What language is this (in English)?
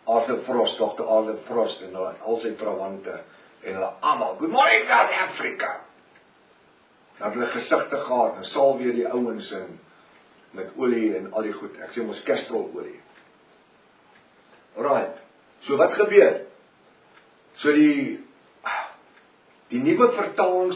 Afrikaans